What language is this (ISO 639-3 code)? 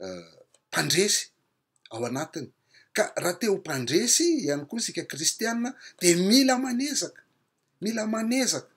mlg